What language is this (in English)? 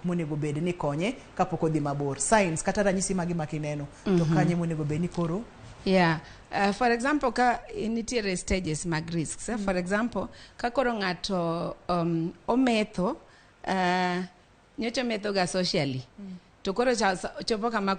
Luo (Kenya and Tanzania)